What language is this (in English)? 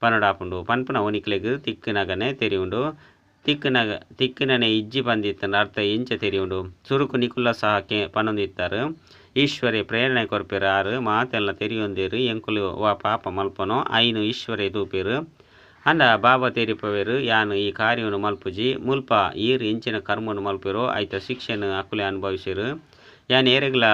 Tulu